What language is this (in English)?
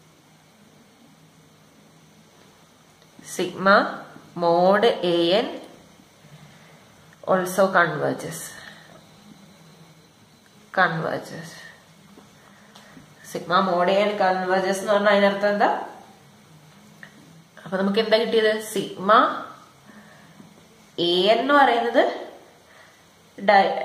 Malayalam